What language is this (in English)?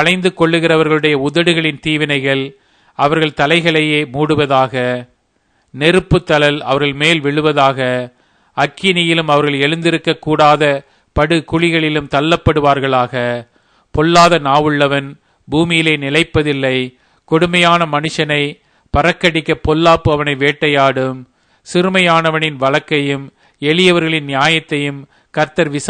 Tamil